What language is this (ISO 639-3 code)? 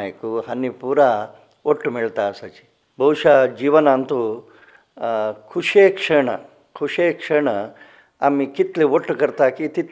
kok